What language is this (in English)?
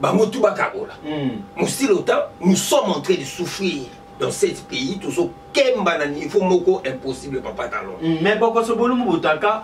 Lingala